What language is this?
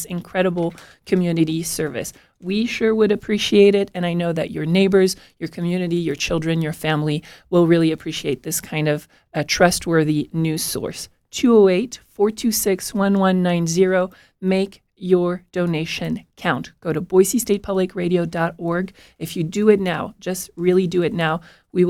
English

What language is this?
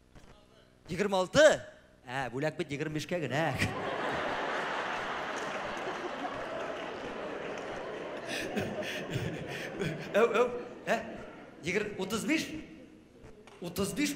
Tatar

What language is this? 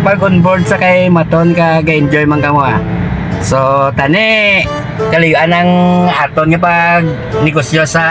Hiligaynon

